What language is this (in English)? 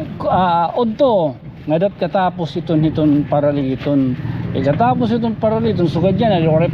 Waray